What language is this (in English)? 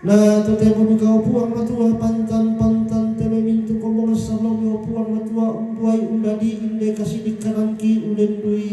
Toraja-Sa'dan